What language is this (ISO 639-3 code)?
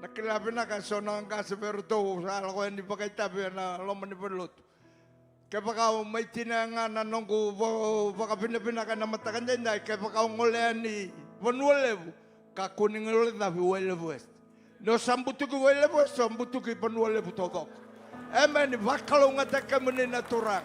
fij